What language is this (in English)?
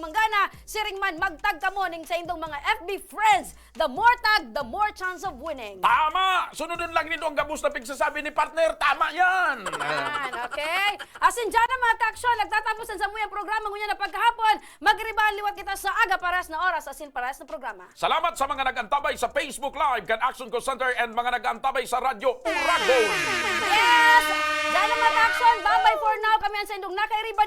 Bikol